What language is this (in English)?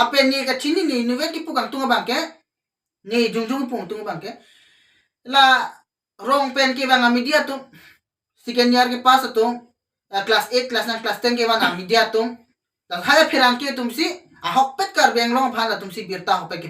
Karbi